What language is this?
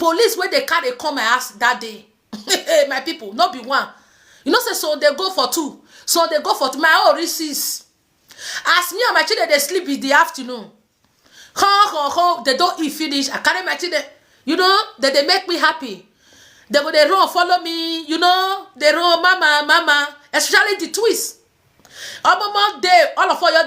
Nigerian Pidgin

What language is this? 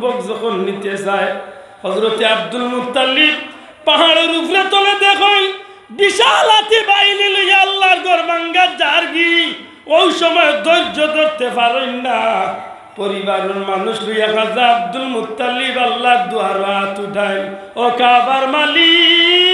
Sylheti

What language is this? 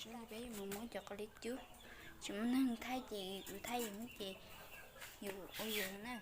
Hmong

